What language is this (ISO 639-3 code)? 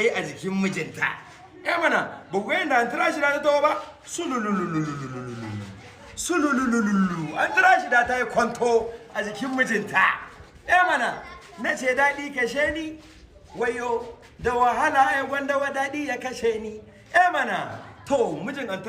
hau